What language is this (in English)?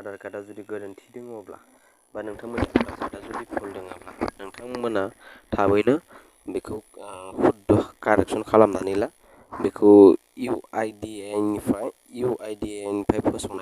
Bodo